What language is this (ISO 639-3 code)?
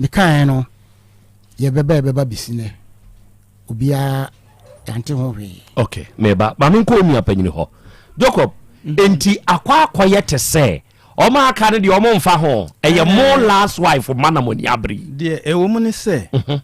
aka